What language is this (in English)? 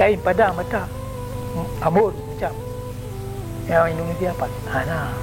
Achinese